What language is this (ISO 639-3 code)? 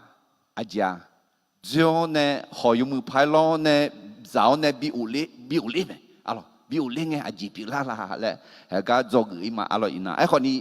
ahk